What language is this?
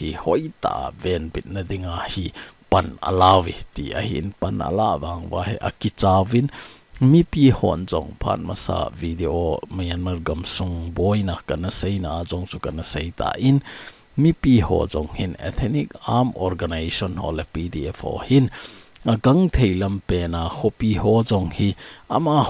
Thado Chin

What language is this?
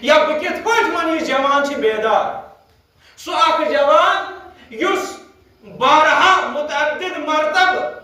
Kashmiri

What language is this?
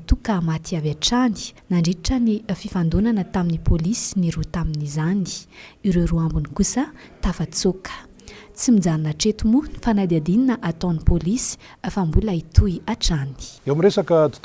Malagasy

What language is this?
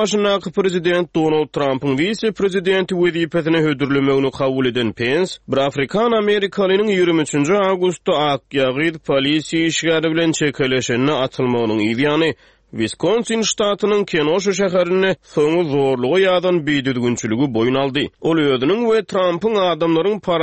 Turkmen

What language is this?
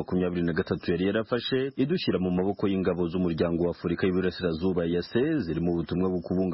Kinyarwanda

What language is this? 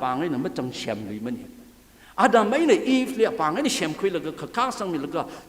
Tangkhul Naga (India)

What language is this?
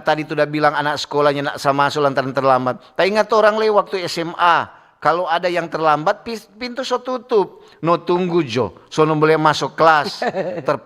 Manado Malay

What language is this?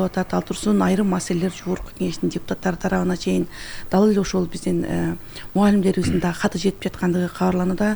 Kyrgyz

